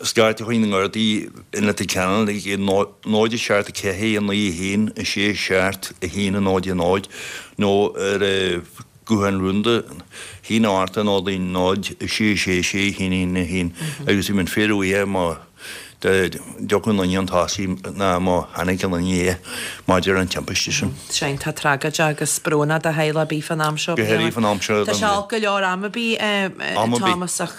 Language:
Irish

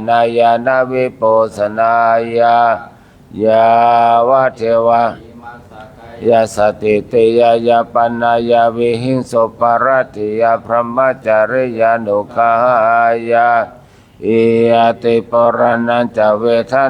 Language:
Pali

